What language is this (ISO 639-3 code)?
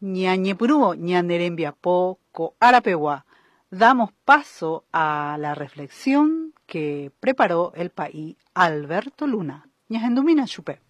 grn